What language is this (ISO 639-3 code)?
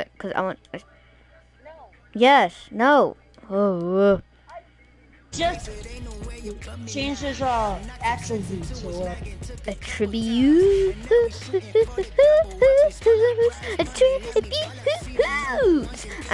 eng